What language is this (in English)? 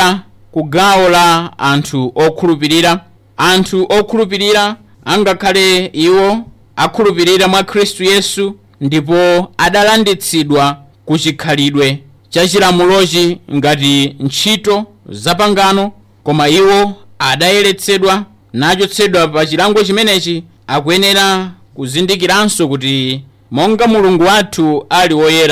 Nyanja